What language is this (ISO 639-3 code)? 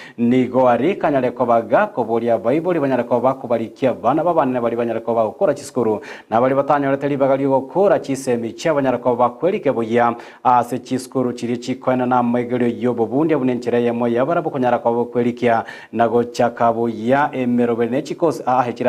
guz